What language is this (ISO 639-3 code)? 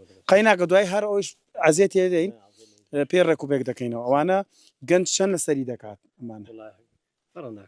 ckb